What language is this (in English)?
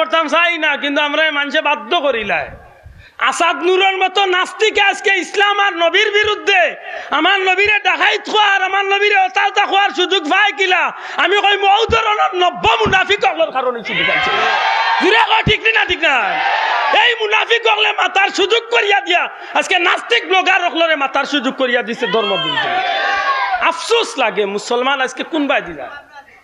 Sylheti